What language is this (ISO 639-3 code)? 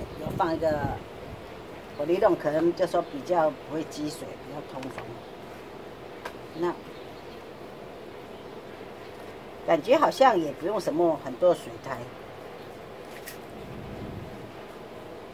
zho